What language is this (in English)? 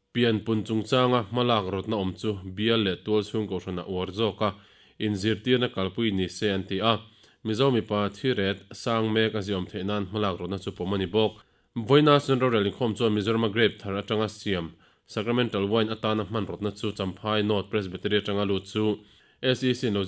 Mizo